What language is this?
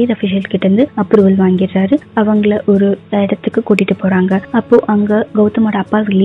Tamil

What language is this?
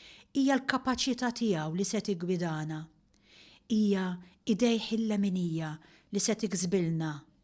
Maltese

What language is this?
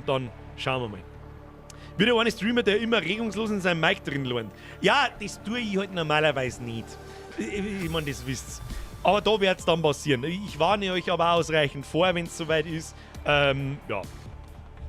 Bavarian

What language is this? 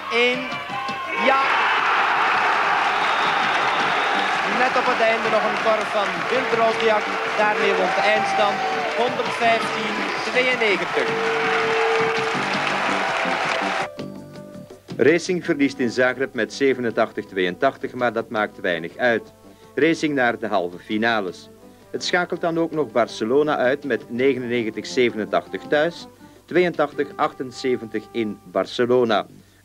Dutch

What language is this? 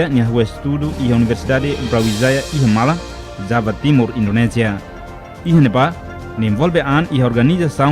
Tetum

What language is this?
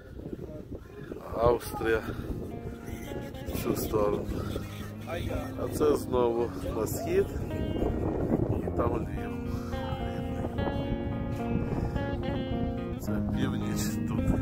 Ukrainian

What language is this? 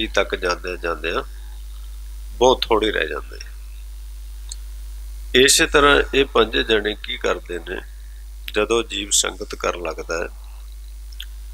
Punjabi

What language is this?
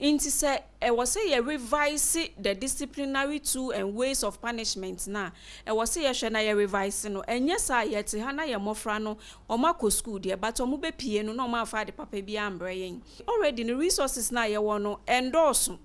Akan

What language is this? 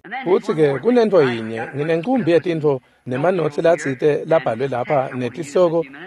Swati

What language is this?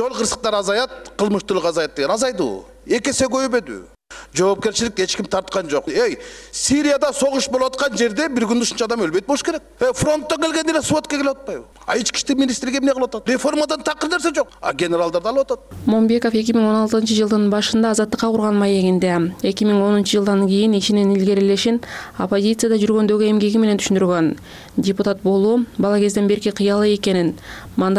Kyrgyz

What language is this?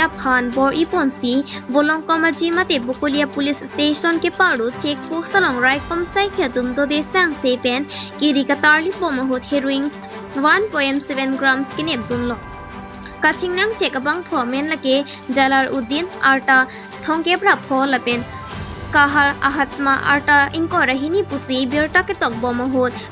Karbi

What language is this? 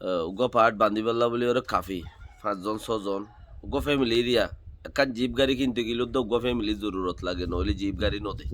Rohingya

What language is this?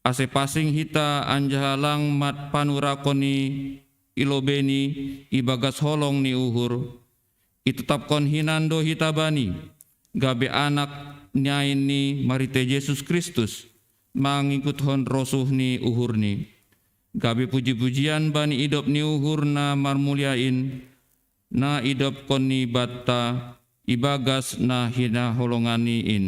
Batak Simalungun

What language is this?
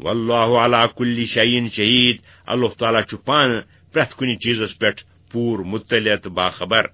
Kashmiri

